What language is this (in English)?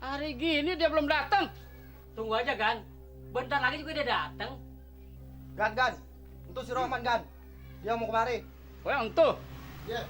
Betawi